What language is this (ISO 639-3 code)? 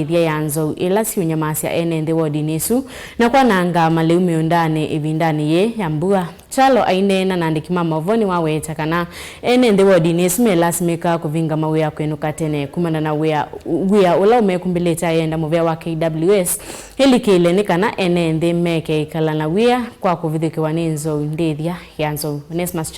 kam